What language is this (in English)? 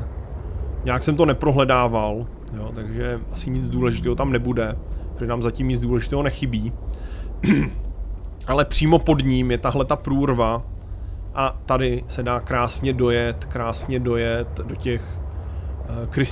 Czech